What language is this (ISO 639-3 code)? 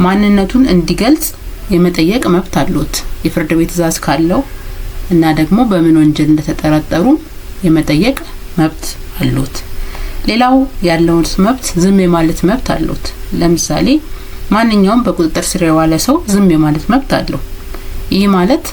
amh